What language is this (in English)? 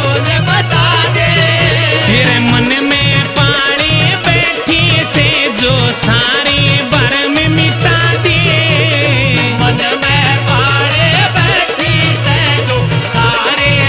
Haryanvi